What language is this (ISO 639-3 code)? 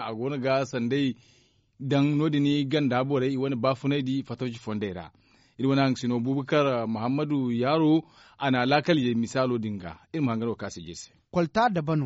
dje